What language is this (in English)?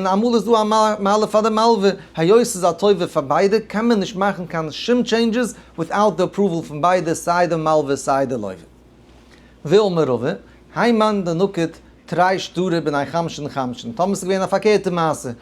Yiddish